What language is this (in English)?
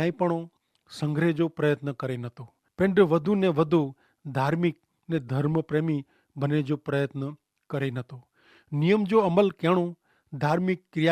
Kachhi